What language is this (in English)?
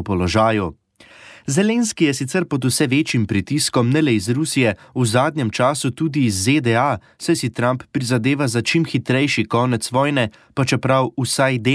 Slovenian